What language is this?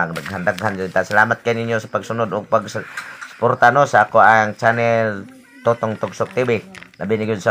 Cebuano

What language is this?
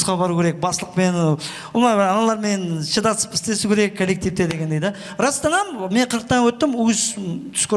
Kara-Kalpak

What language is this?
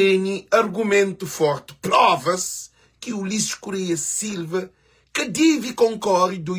Kabuverdianu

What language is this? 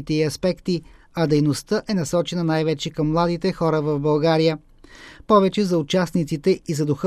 Bulgarian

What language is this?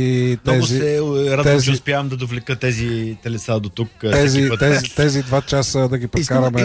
Bulgarian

